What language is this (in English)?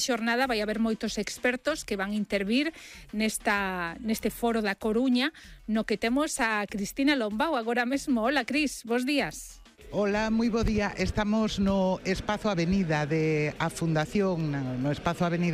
Galician